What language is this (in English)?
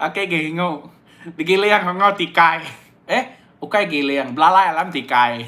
Iban